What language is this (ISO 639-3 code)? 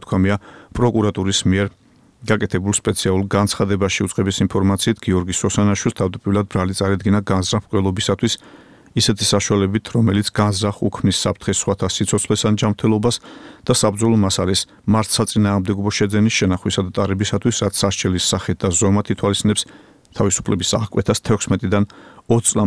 kat